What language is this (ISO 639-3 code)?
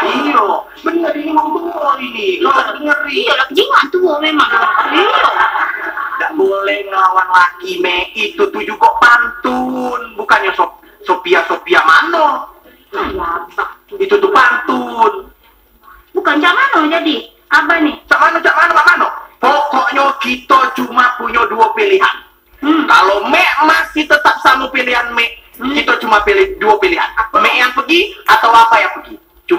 mui